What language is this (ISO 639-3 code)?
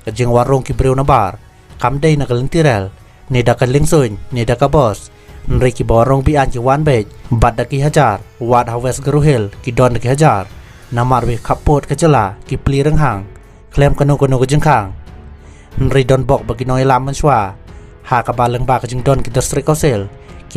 kha